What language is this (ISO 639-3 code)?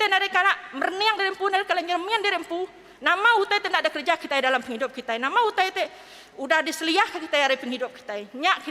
iba